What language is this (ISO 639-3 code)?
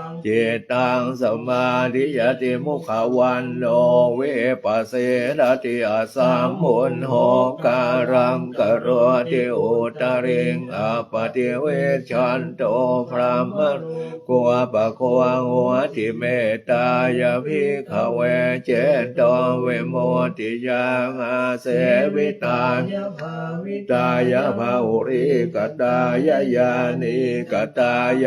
pli